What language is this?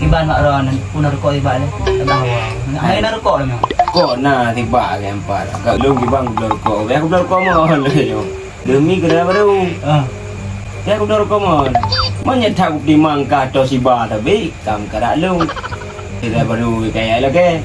Achinese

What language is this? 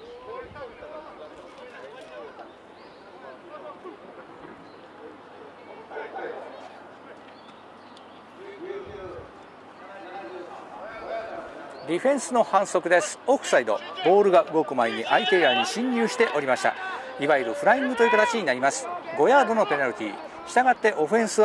Japanese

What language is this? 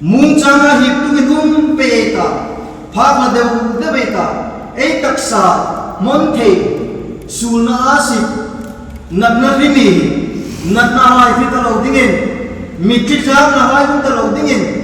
Hmar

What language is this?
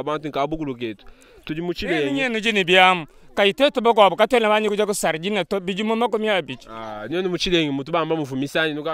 Luba-Lulua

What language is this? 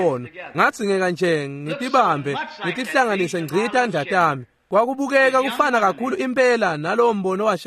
Swati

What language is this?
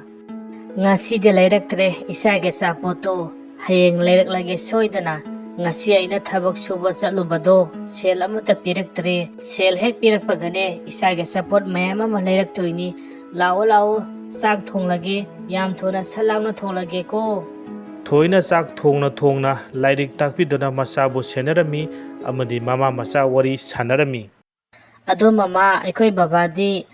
Manipuri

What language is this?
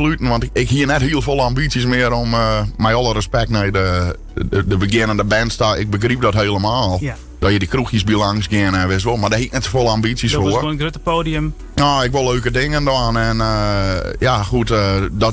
Western Frisian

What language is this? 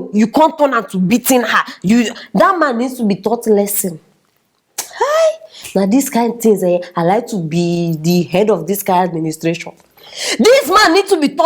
Nigerian Pidgin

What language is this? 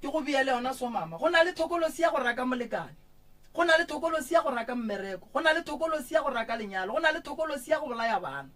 Northern Sotho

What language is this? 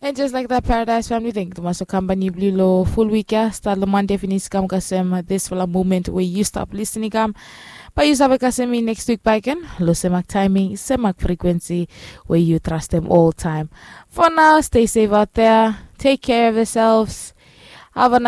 Bislama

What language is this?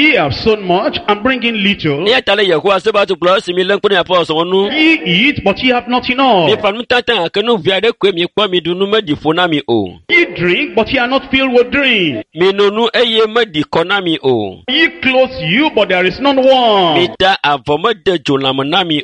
Ewe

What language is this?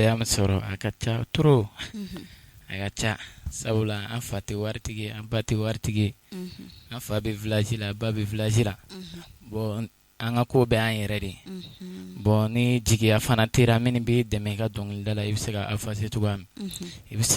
Bambara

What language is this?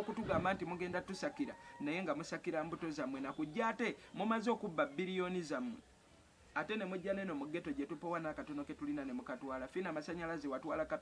Ganda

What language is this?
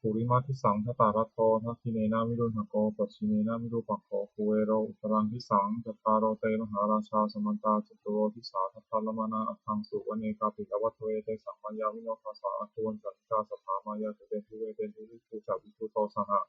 Pali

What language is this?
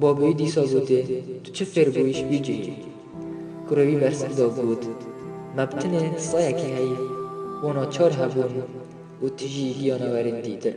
Kurdish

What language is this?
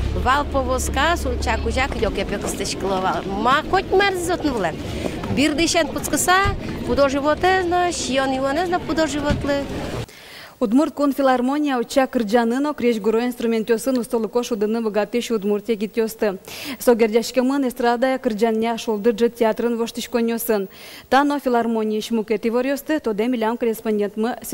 Udmurt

